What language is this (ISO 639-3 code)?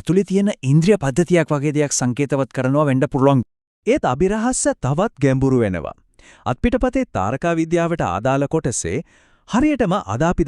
sin